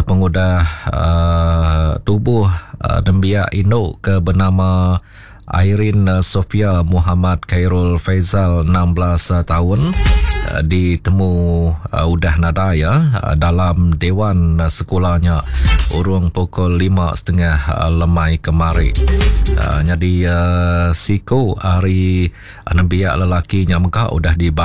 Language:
Iban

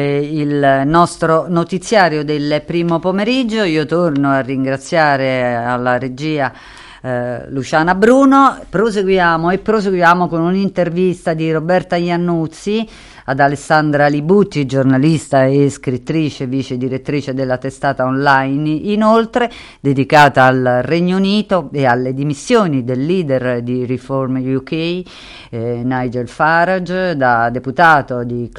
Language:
Italian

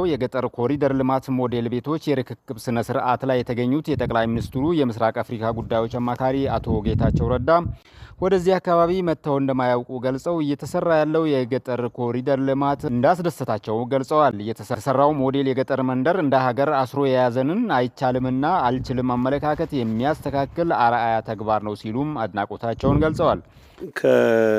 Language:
Amharic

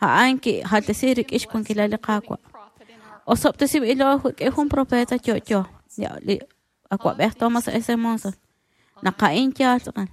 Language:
Kekchí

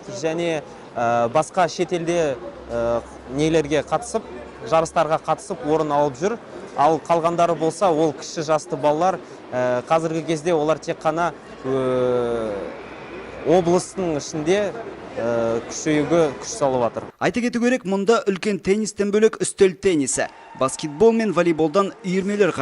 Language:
Kazakh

